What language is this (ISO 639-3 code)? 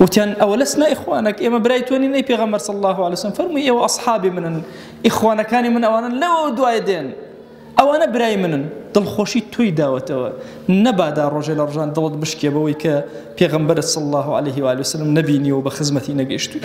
ckb